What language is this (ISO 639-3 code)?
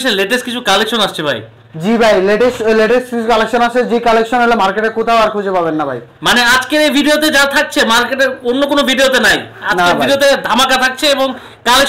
ben